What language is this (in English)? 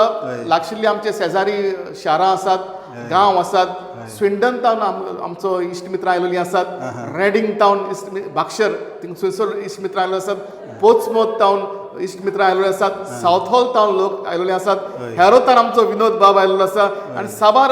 Konkani